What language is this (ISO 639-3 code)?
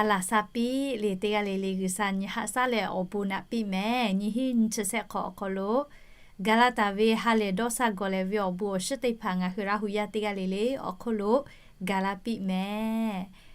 lhu